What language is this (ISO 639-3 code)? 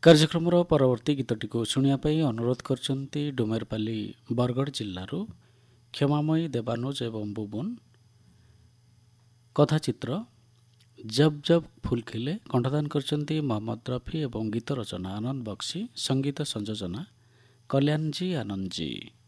ori